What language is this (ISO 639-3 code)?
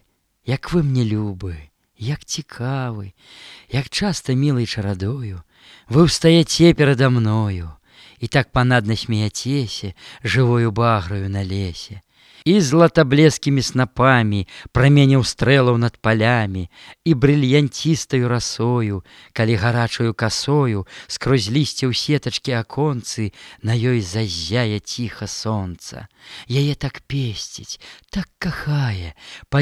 bel